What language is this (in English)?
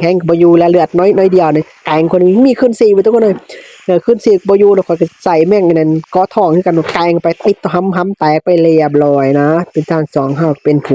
Lao